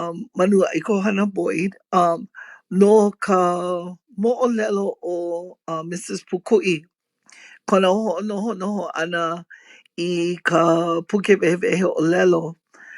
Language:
Hawaiian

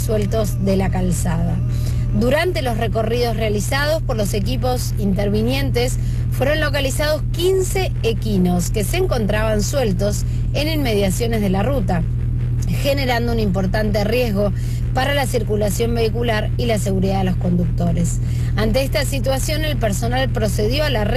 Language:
Spanish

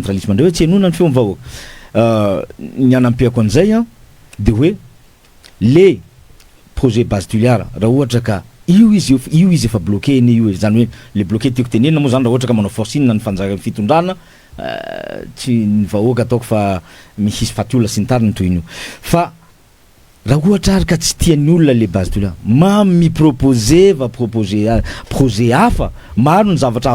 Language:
Malagasy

